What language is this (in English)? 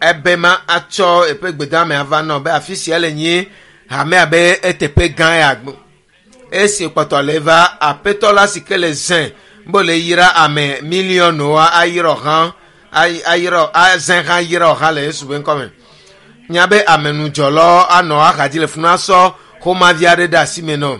Ewe